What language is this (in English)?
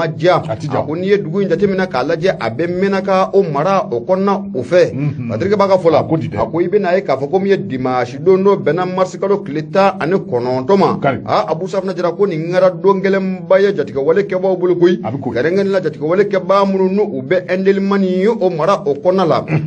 Bambara